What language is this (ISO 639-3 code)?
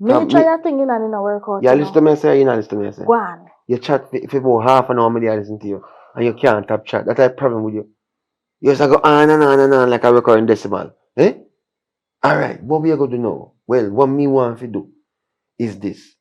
jam